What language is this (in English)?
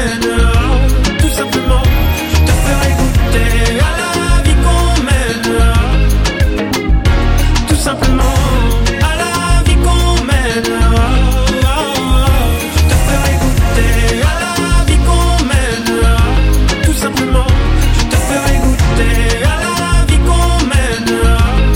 French